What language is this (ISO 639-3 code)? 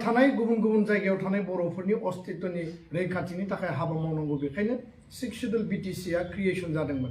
brx